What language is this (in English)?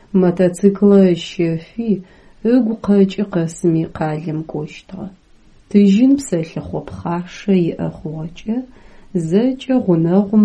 Adyghe